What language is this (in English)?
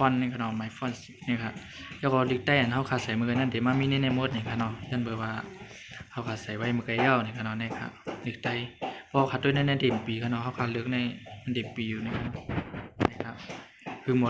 Shan